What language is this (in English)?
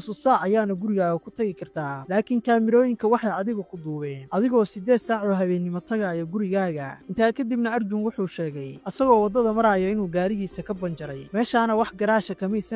Somali